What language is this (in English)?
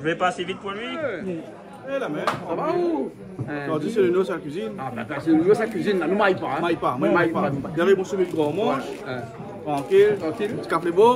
Réunion Creole French